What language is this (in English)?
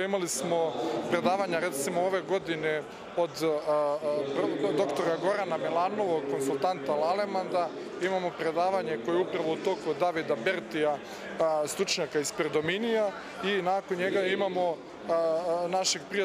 Serbian